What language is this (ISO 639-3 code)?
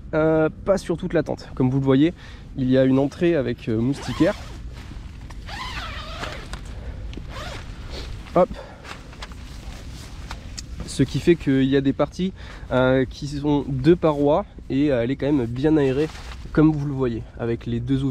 fra